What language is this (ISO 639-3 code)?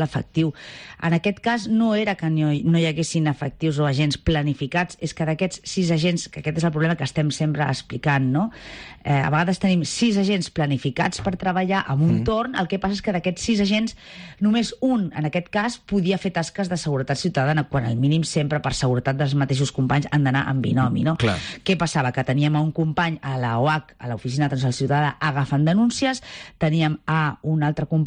cat